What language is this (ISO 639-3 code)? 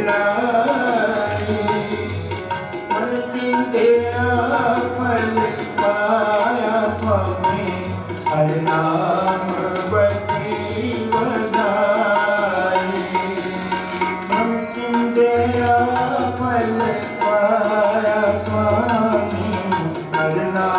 pan